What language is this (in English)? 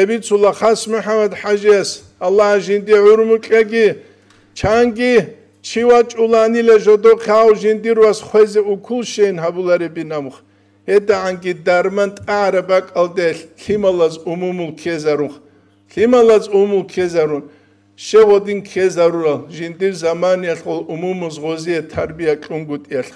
Avaric